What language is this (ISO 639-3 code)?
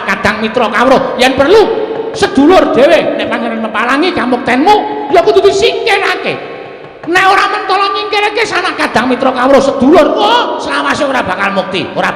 jav